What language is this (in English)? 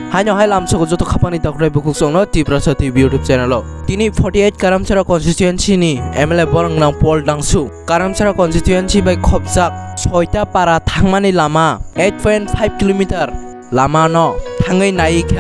Kok Borok